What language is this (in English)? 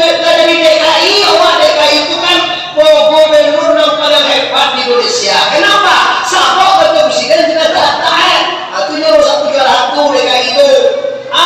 Minangkabau